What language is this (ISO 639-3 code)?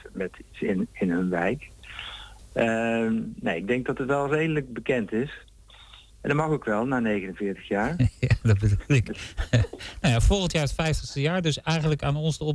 nld